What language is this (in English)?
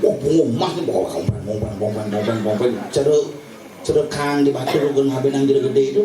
Balinese